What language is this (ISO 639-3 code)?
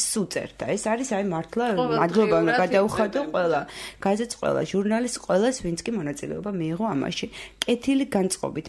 kat